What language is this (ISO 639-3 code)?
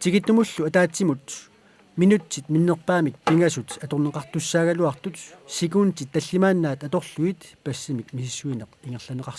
kal